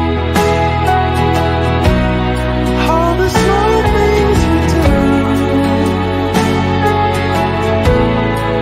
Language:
English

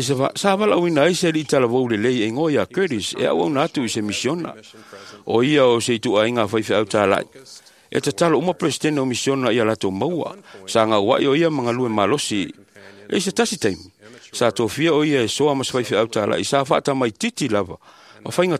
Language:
Samoan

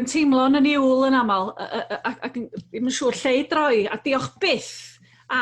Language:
Welsh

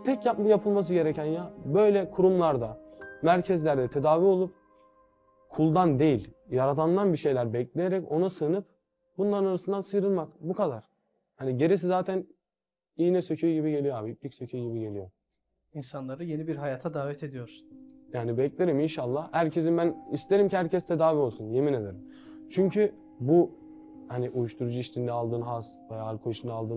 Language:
Turkish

